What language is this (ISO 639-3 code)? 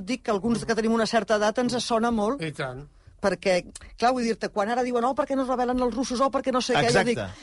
cat